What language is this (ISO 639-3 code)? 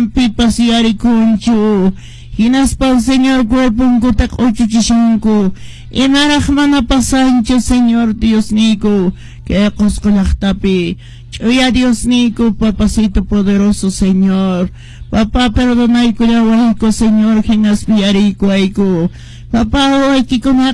que